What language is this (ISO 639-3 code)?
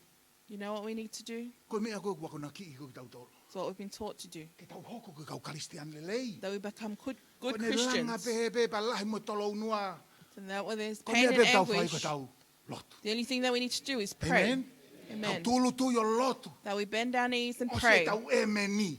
ton